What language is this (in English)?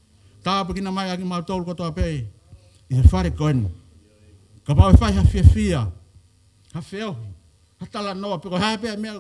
Tongan